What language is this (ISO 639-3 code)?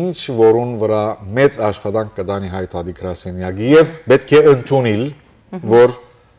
hyw